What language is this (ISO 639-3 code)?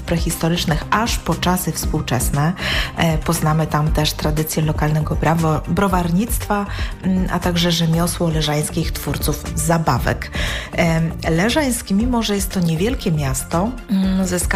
pol